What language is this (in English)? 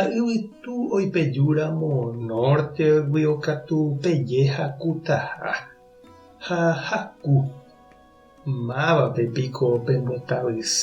Guarani